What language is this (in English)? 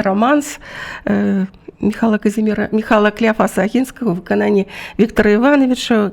Belarusian